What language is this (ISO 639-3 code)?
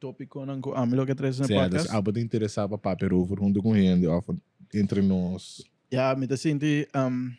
pap